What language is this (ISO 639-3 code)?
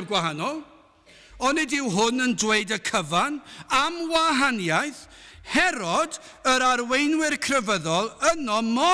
cym